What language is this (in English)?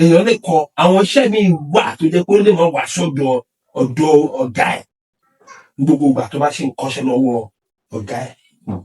Yoruba